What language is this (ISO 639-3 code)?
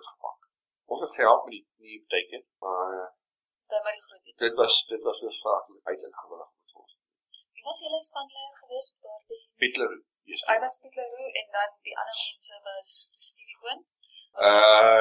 afr